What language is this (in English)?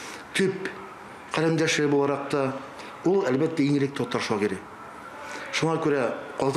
Tatar